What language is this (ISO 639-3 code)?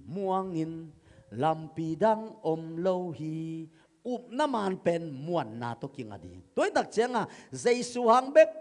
ctd